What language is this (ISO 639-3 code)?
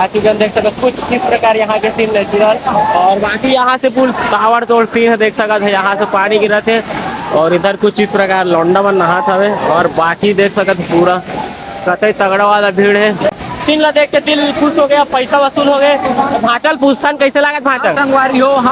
hne